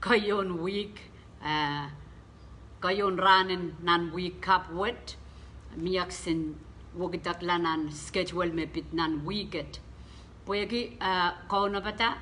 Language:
Pohnpeian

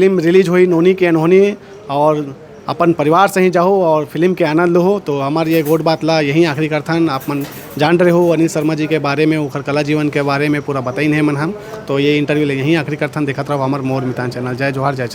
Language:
Chhattisgarhi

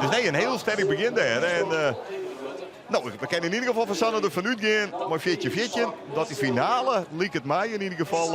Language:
Western Frisian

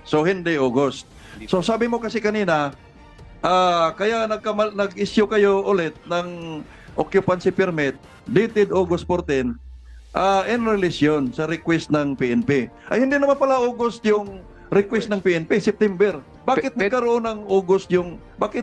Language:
Filipino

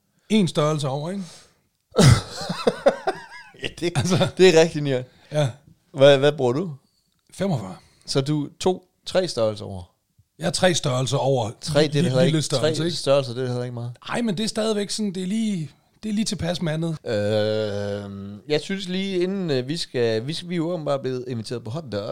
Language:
Danish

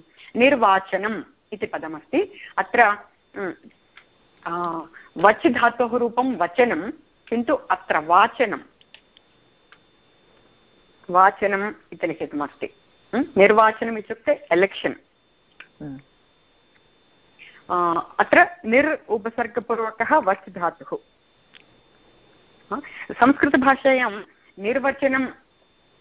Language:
Sanskrit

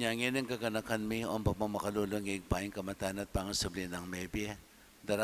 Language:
Pampanga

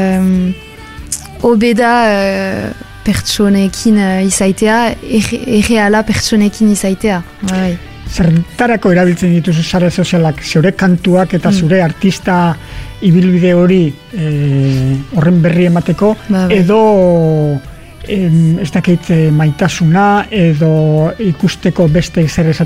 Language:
Basque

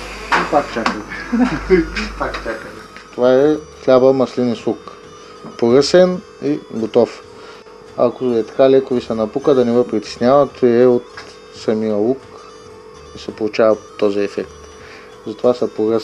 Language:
Bulgarian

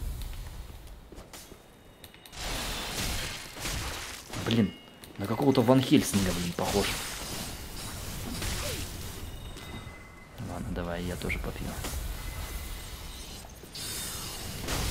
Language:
Russian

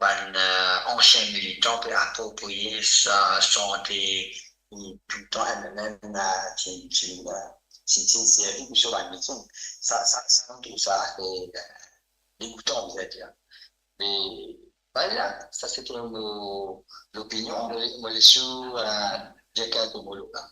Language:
Morisyen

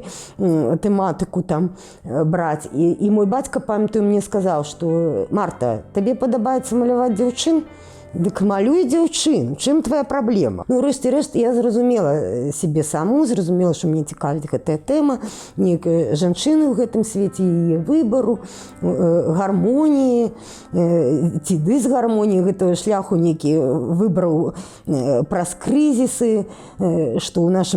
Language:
Belarusian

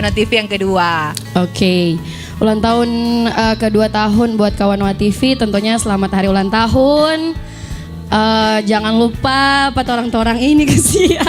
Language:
Manado Malay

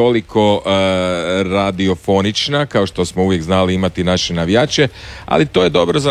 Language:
Croatian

